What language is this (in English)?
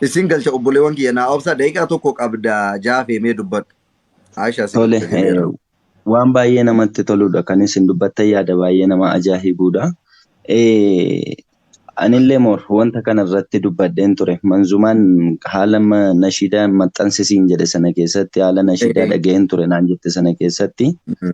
Oromo